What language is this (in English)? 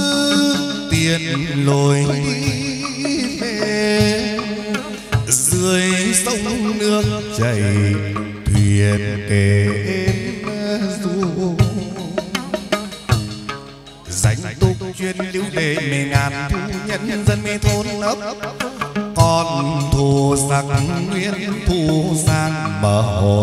Vietnamese